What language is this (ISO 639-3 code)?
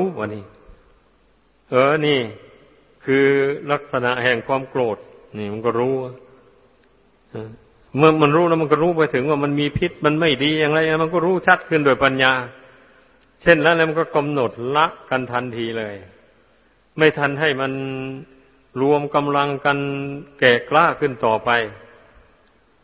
tha